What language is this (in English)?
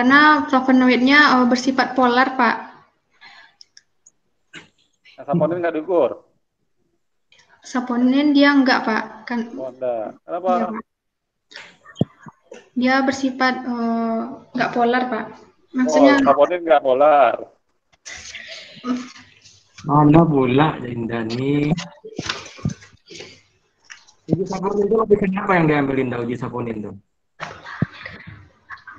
Indonesian